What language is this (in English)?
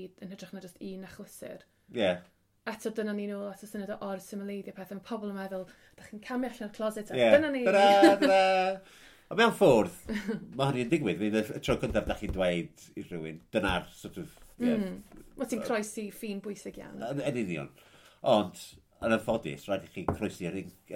Welsh